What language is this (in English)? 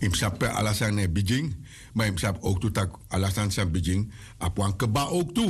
Sranan Tongo